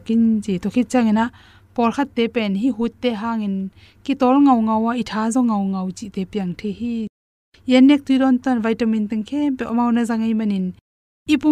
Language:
Tedim Chin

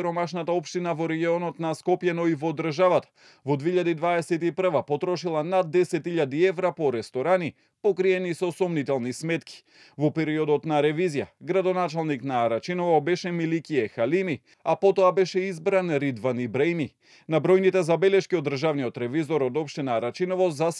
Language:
Macedonian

